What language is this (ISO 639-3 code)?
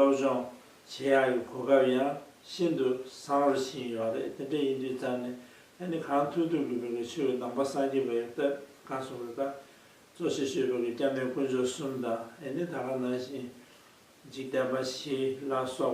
bod